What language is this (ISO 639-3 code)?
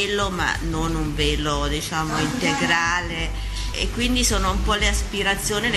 ita